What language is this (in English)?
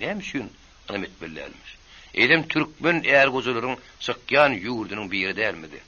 Turkmen